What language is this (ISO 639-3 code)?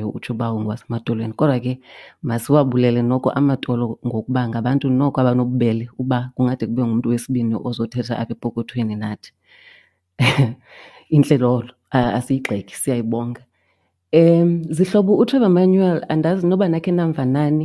xho